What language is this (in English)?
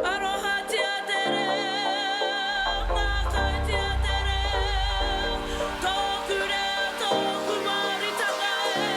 Māori